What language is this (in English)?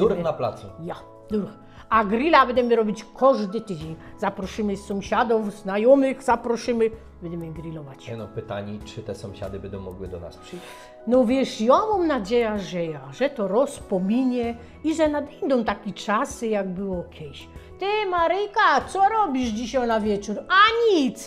Polish